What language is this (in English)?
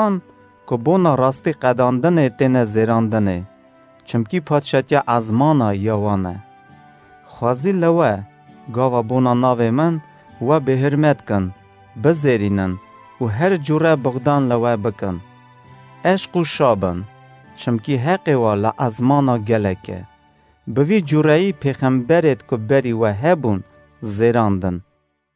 Kurdish